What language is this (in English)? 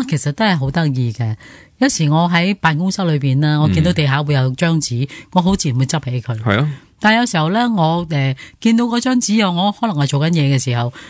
Cantonese